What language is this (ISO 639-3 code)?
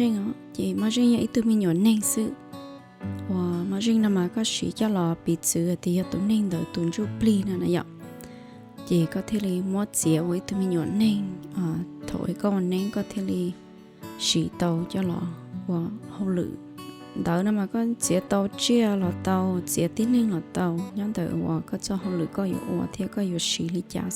hmn